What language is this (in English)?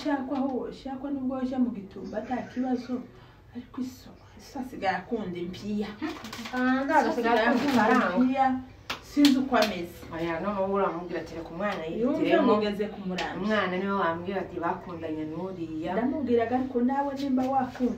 Kinyarwanda